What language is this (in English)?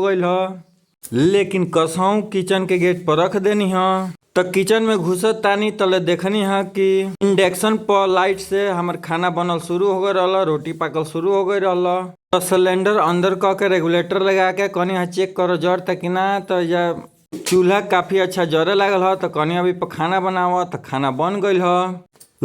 Bhojpuri